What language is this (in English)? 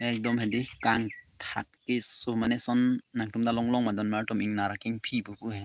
Karbi